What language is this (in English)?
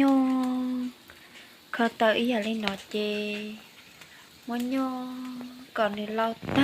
Hmong